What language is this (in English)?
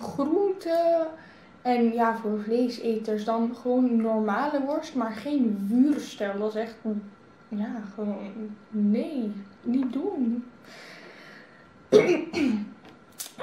Dutch